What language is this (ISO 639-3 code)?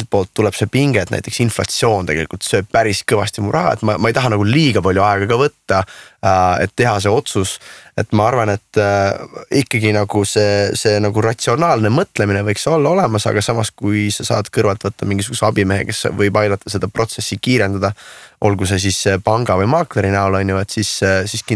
est